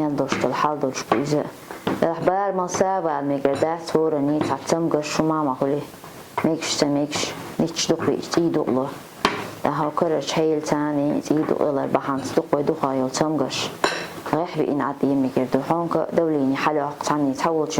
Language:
Chechen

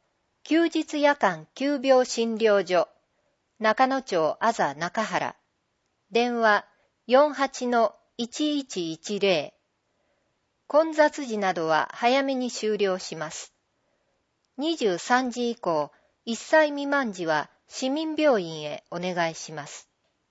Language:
Japanese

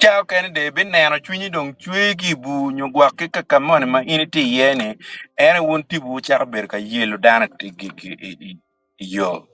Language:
Acoli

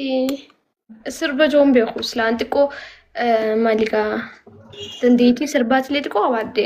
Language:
Oromo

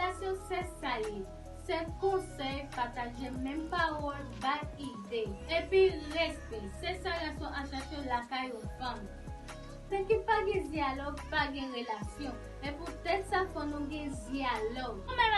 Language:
Haitian Creole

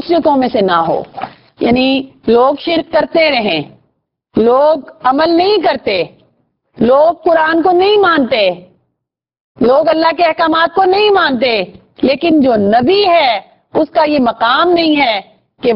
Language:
Urdu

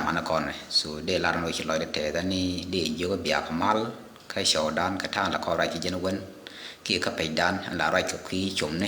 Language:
Nuer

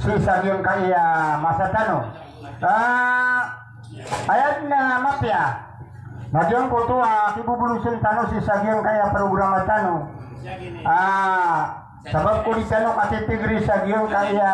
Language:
Maranao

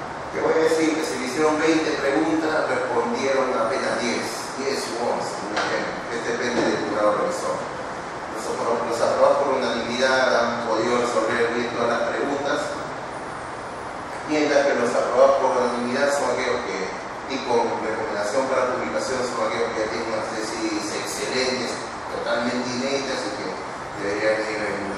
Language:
Spanish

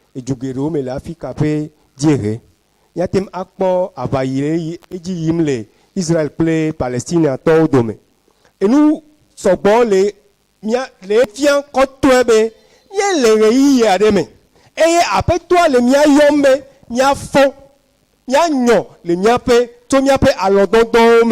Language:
Ewe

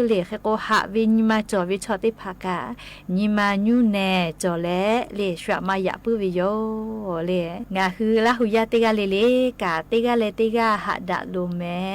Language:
Lahu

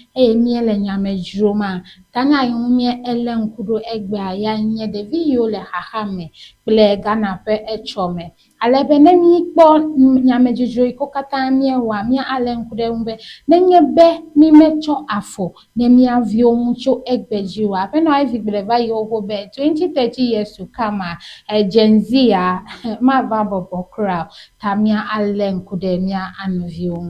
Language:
Ewe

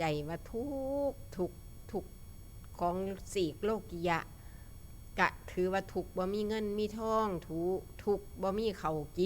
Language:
Northeastern Thai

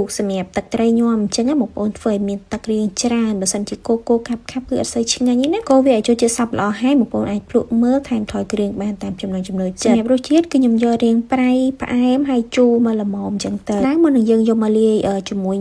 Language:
Khmer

